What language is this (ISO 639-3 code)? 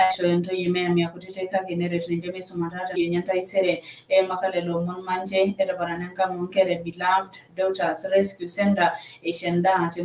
mas